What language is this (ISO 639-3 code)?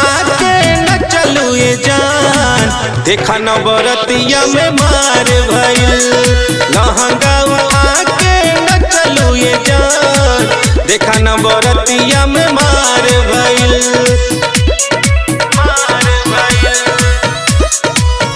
bho